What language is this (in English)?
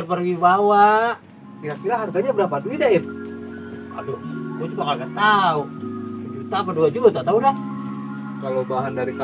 Betawi